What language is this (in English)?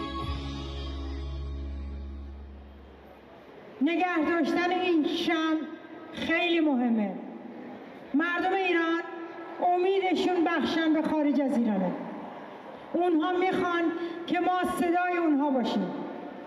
Persian